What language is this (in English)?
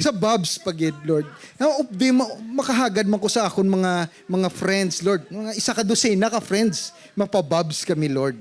Hiligaynon